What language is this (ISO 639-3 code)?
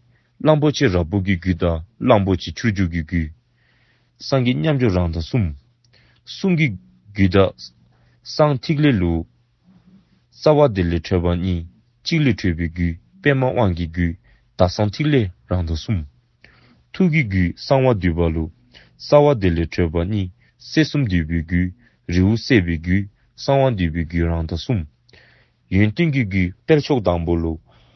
dzo